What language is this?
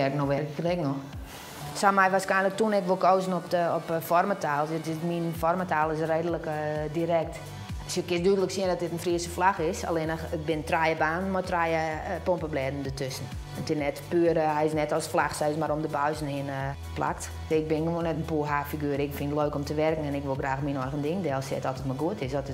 Western Frisian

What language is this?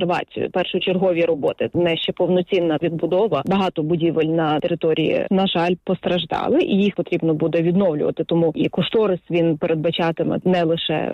Ukrainian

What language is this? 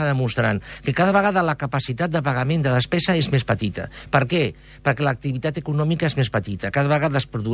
Catalan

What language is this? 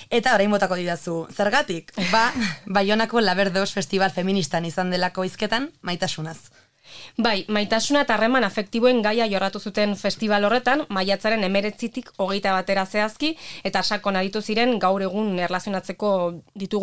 Basque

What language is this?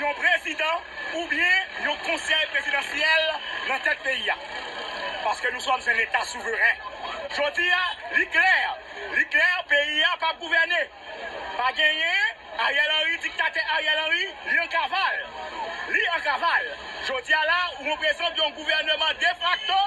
Haitian Creole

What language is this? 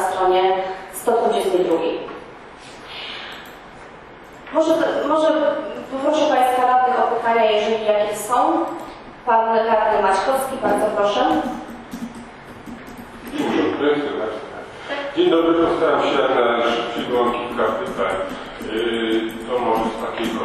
Polish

